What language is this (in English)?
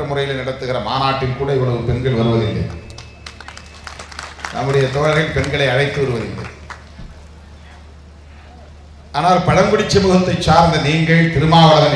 Tamil